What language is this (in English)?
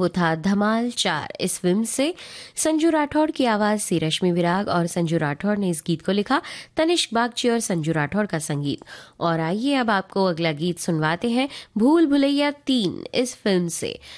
Hindi